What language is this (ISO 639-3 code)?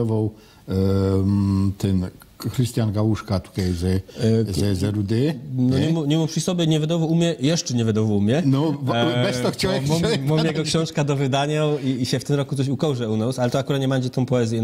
szl